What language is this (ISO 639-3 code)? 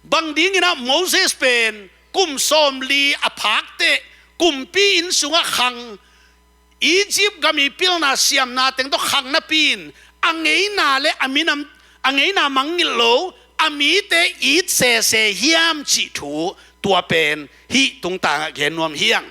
ctd